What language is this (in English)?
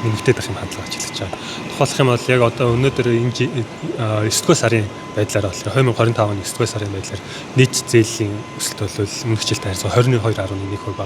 Mongolian